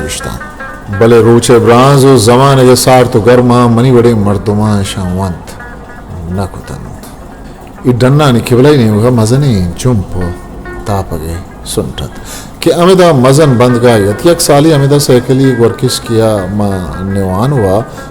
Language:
Eastern Balochi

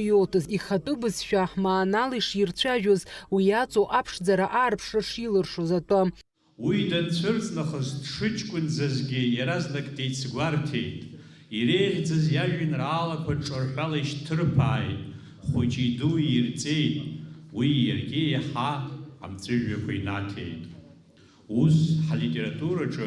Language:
Abkhazian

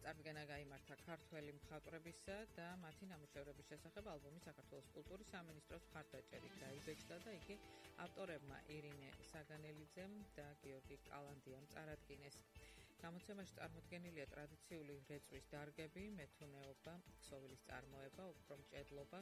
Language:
Georgian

